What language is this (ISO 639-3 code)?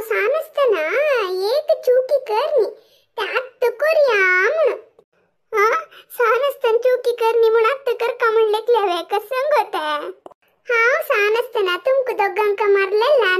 kok